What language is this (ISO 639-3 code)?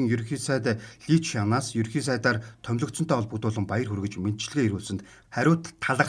mon